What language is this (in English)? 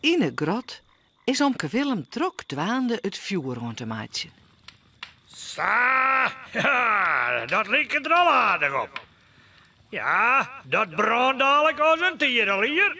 Western Frisian